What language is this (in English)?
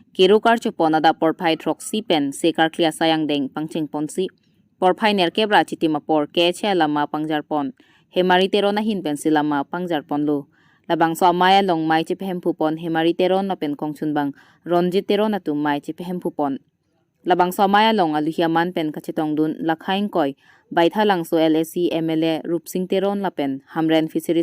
Karbi